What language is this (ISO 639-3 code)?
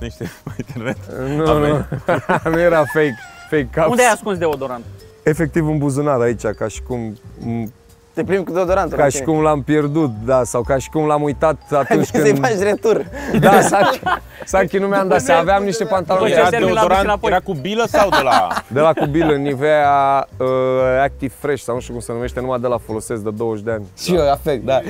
ron